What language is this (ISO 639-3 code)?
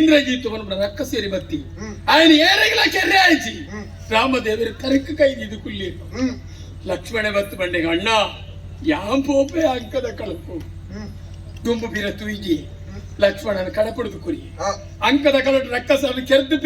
tcy